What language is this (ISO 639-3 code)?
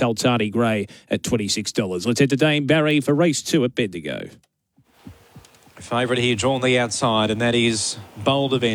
eng